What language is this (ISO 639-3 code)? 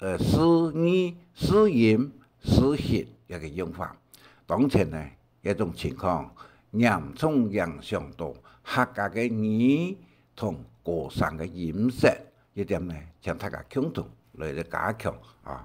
hak